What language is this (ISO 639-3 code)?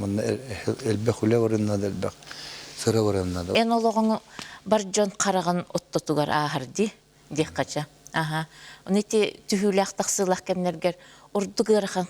sah